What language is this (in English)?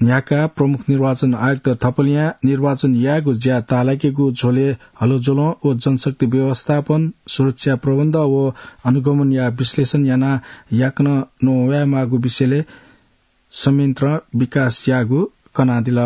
Newari